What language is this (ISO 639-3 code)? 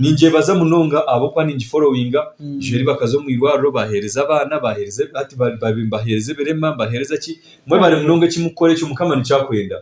nyn